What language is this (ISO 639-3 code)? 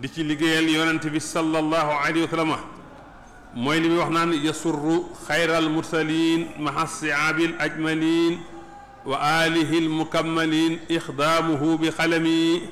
wol